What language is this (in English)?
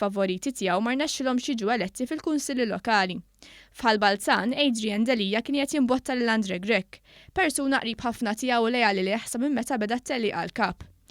Maltese